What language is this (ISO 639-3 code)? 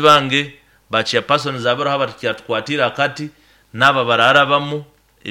nyo